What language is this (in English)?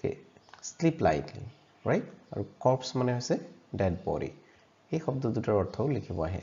Assamese